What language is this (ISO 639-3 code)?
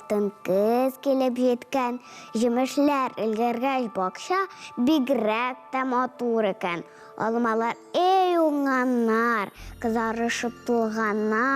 tat